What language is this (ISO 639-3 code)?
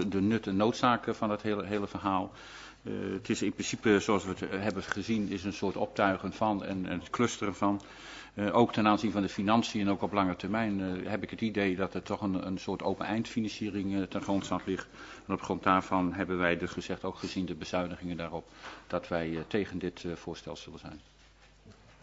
nld